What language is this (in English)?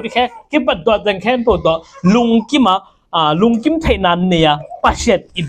Tedim Chin